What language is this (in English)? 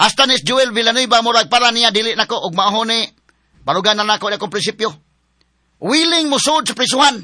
Cebuano